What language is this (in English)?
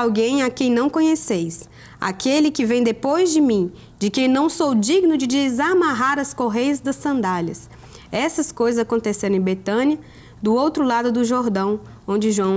Portuguese